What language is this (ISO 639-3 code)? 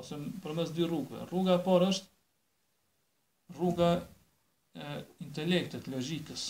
sqi